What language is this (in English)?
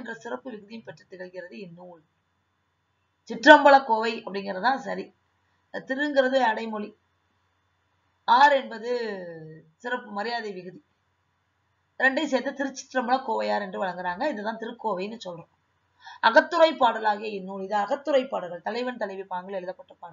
Tamil